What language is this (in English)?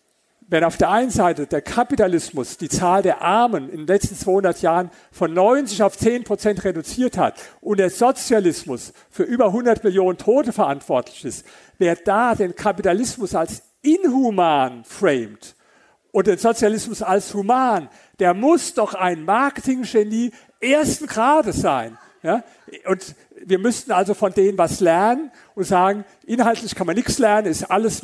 German